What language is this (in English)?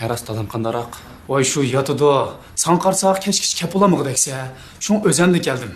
Uyghur